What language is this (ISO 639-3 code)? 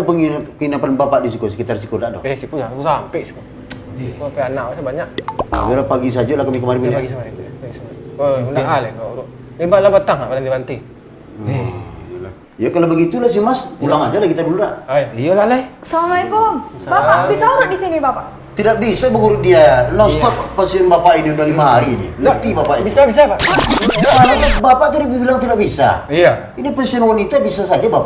min